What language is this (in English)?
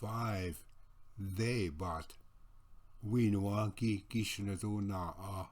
Ojibwa